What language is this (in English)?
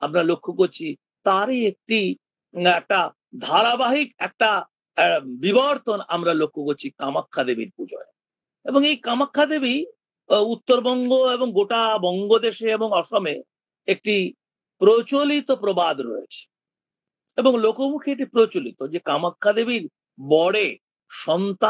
Bangla